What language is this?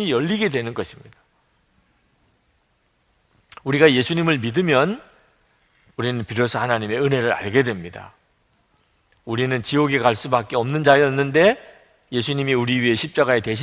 Korean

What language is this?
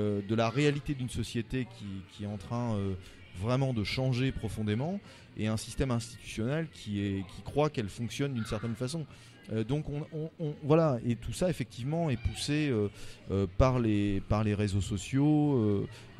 French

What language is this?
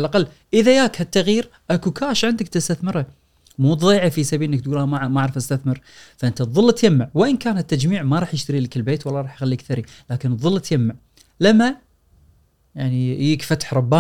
Gulf Arabic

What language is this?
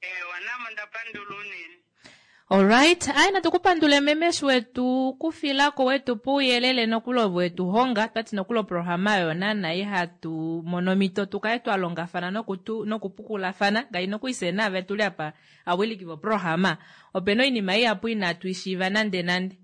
Kuanyama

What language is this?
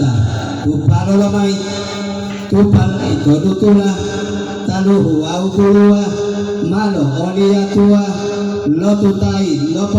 Gorontalo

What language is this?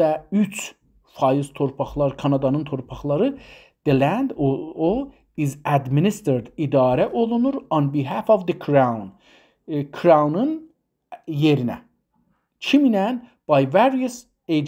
South Azerbaijani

